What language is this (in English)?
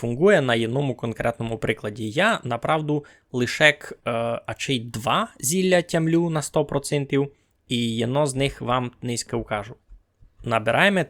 Rusyn